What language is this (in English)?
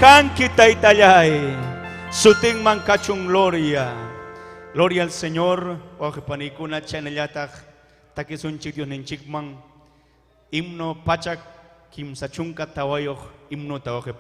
Ayacucho Quechua